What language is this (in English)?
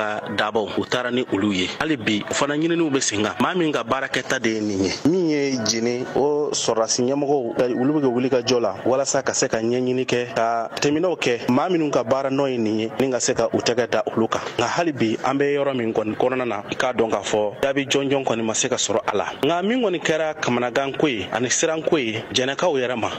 Bambara